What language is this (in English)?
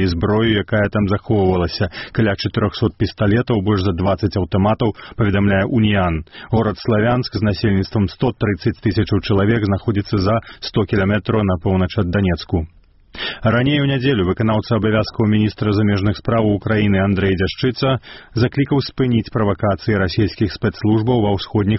Belarusian